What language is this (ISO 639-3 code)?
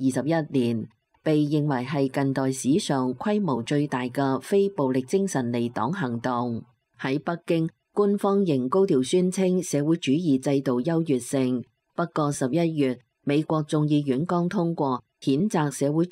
yue